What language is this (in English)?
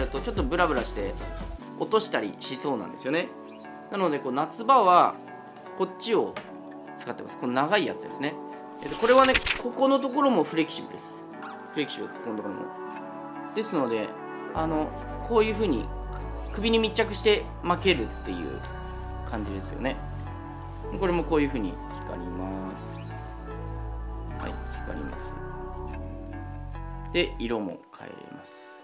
Japanese